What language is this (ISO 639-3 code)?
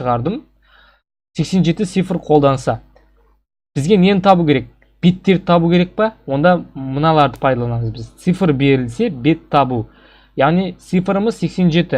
kaz